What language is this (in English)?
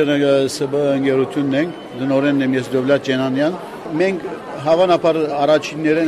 Armenian